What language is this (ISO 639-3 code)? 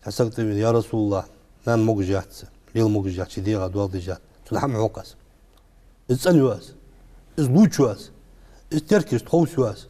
inh